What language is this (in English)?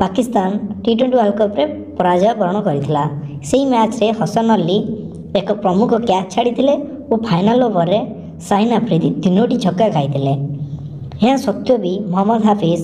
Odia